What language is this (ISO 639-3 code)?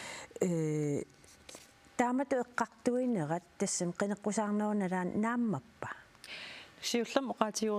kal